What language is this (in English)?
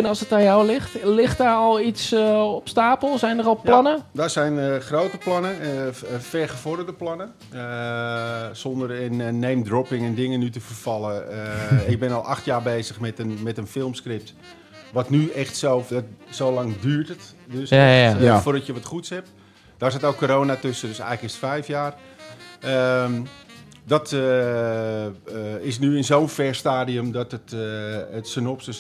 Dutch